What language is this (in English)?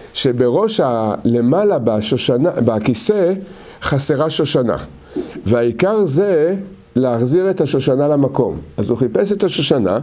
Hebrew